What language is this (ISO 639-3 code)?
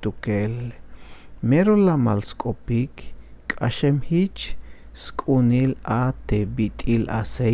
tzh